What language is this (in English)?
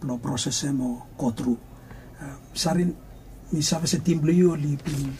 Bislama